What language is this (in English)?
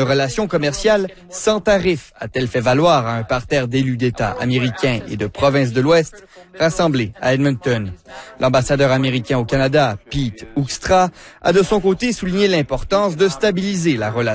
French